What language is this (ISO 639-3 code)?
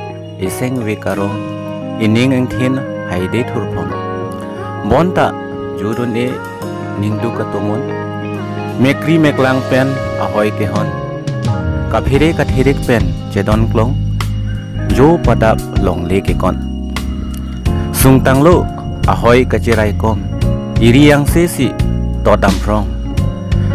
mjw